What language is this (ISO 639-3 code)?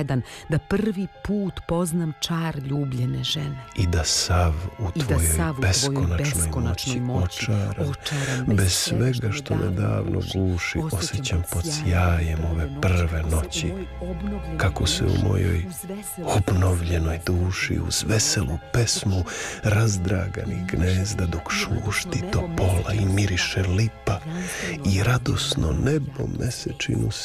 srp